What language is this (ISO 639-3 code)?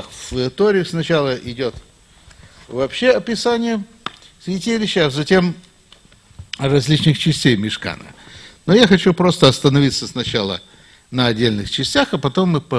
rus